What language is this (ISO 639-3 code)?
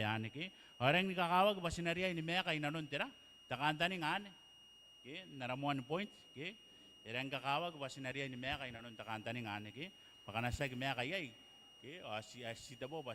gil